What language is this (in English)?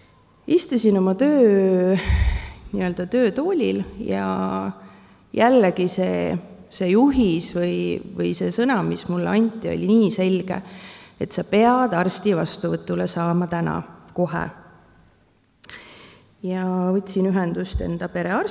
Estonian